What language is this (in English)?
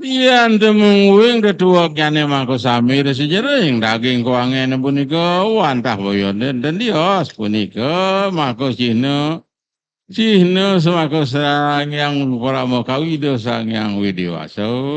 Balinese